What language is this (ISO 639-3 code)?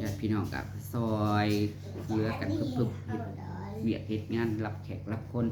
tts